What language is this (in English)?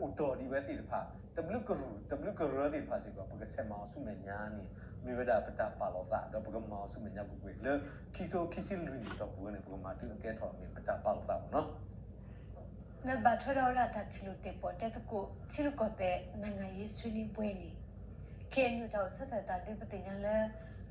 S'gaw Karen